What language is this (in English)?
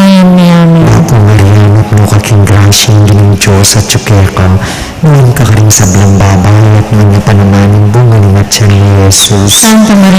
Pampanga